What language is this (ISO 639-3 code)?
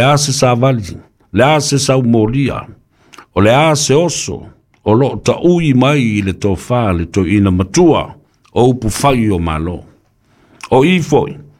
smo